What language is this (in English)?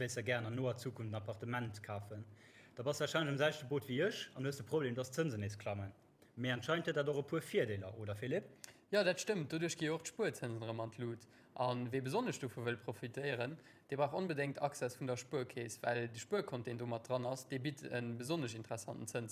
Luxembourgish